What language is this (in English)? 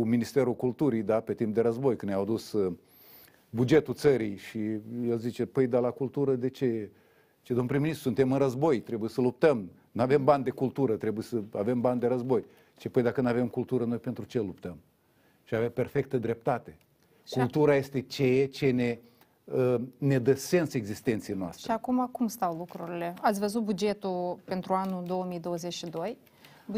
Romanian